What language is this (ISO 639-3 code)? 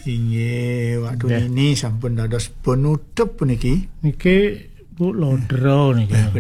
ban